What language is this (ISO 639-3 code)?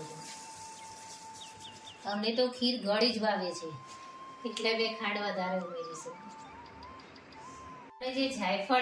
guj